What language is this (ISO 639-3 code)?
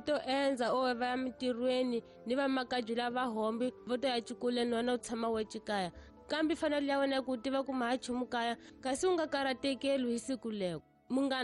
tso